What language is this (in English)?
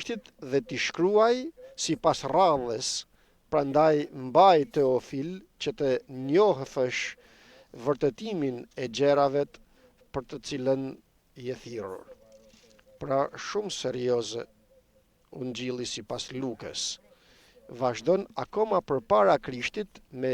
Albanian